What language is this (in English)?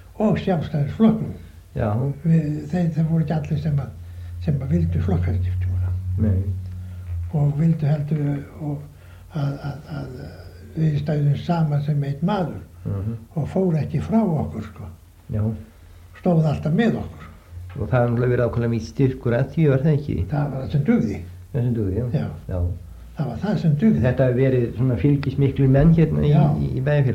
Icelandic